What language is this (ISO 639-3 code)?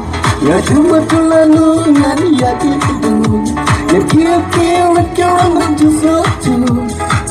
kha